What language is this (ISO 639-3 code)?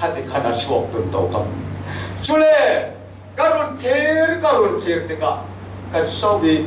cfm